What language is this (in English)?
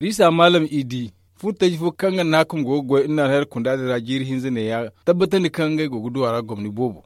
Zarma